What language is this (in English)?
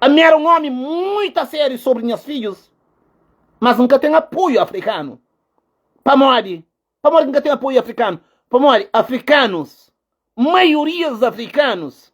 Kabuverdianu